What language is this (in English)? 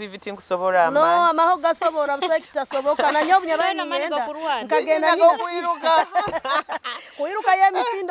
Nyoro